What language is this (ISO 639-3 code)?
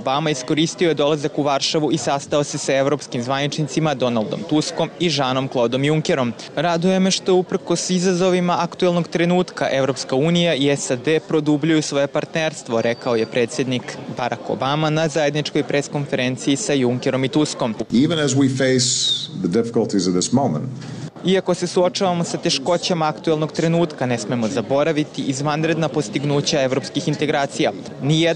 bos